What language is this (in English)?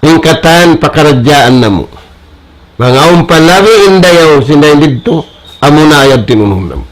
Tausug